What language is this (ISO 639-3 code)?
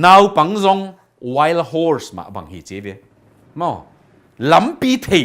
ctd